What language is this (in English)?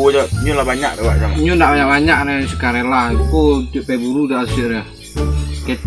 Minangkabau